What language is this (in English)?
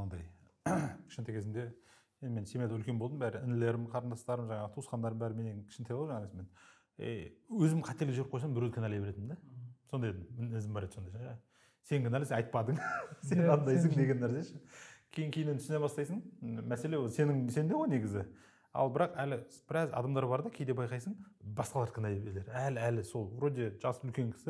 Kazakh